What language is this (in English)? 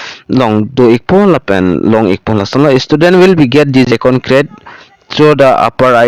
Karbi